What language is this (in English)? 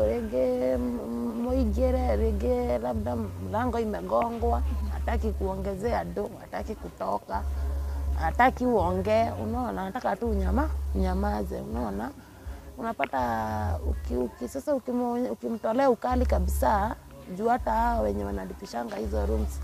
Kikuyu